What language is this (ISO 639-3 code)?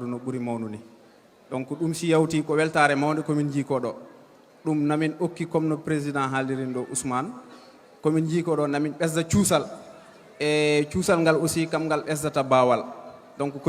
ful